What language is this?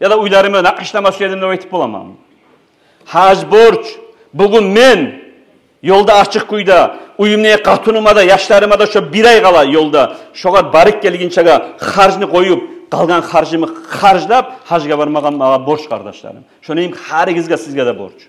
Kumyk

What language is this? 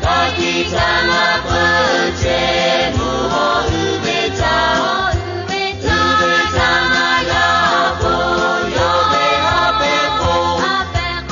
Lahu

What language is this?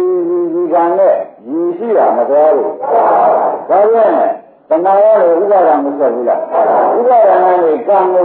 Burmese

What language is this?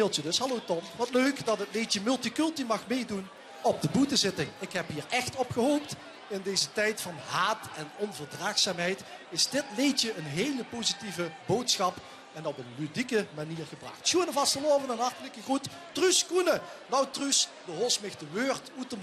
Limburgish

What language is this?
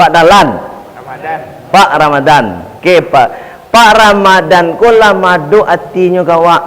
Minangkabau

